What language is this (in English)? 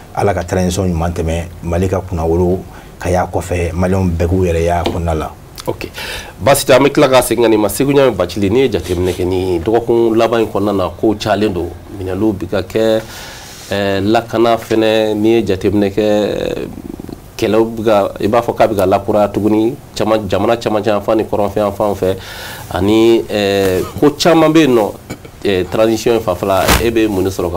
Bambara